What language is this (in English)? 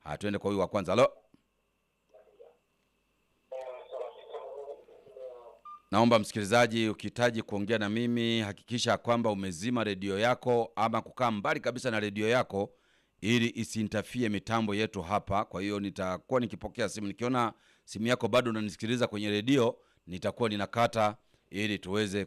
Swahili